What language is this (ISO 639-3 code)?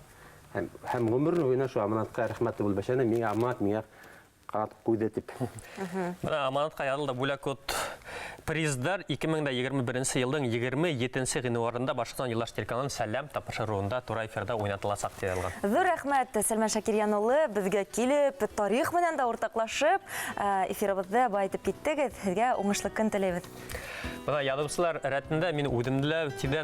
bak